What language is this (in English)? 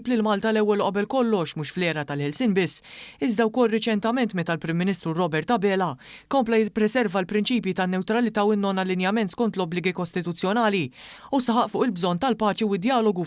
Maltese